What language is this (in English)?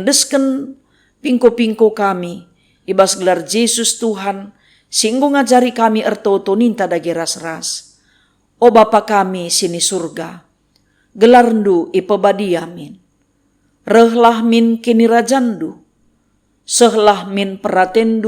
Batak Karo